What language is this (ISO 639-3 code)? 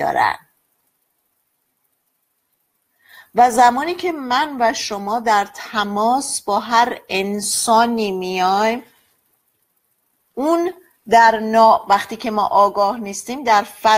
fas